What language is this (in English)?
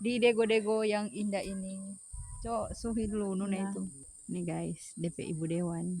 Manado Malay